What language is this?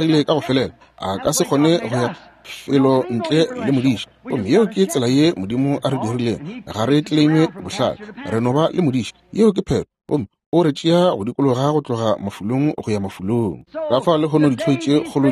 Northern Sotho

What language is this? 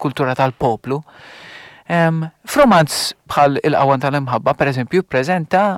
Maltese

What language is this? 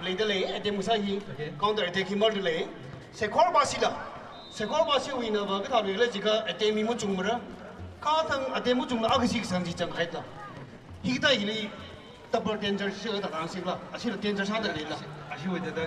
Tangkhul Naga (India)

